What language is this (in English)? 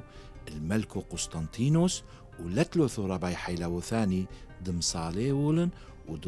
Turoyo